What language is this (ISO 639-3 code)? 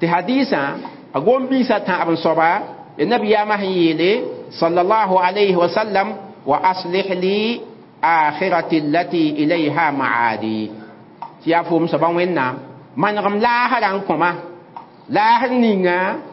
mos